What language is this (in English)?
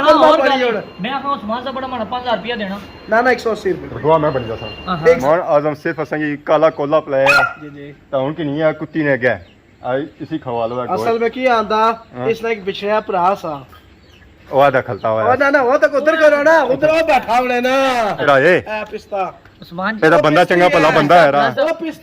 Pahari-Potwari